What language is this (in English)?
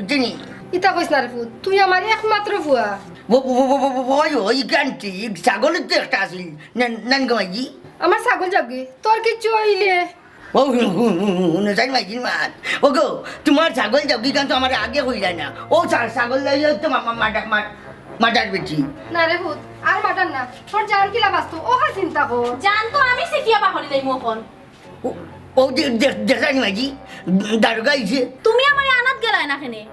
Sylheti